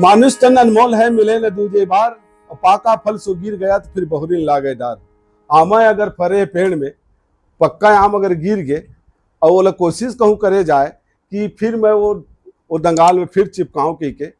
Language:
Chhattisgarhi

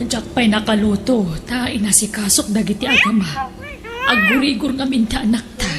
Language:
Iloko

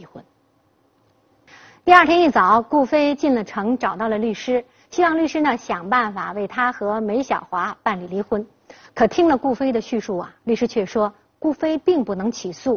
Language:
Chinese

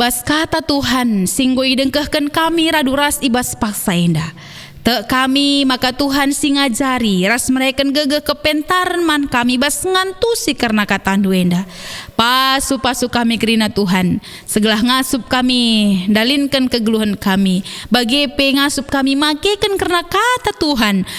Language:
Batak Karo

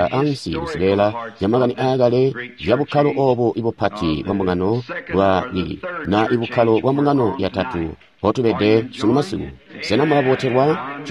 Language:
Tonga (Zambia)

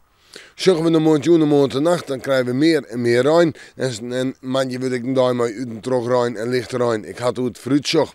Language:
Western Frisian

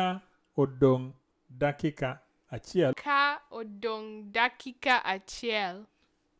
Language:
Luo (Kenya and Tanzania)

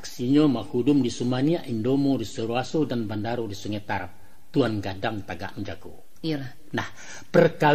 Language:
Minangkabau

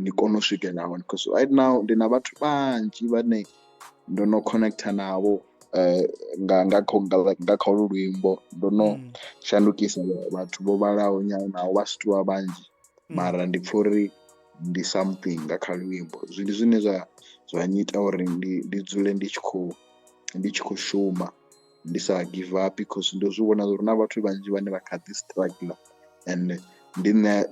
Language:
Venda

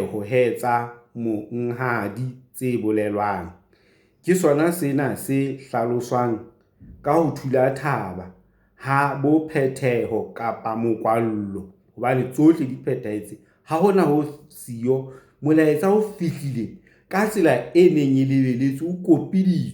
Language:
Southern Sotho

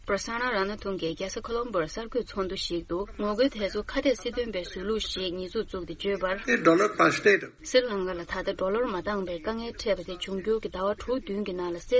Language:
Tibetan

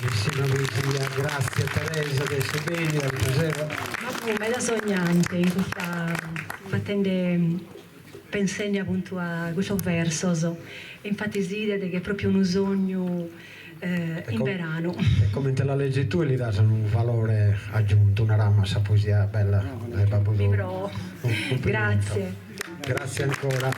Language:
Sardinian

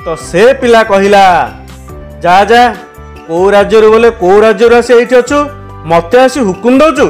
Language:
Odia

